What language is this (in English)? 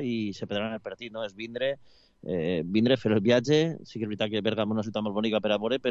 Catalan